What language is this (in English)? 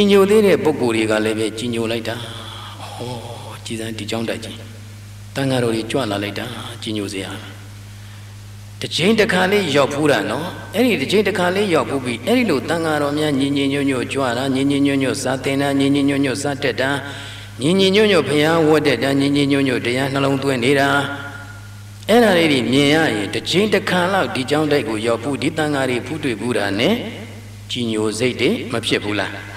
Burmese